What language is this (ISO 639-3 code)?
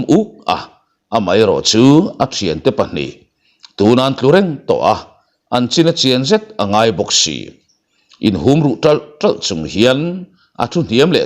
lus